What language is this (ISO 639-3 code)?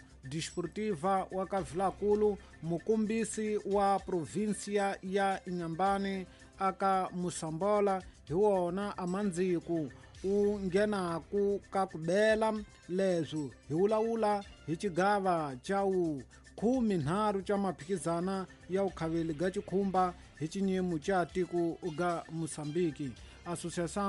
tso